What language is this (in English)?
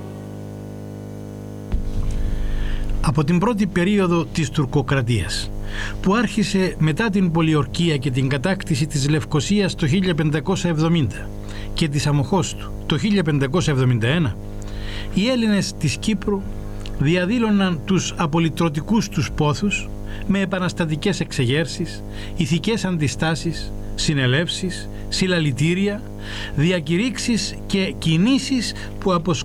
Greek